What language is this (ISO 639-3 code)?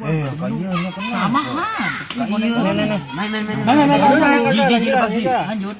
sas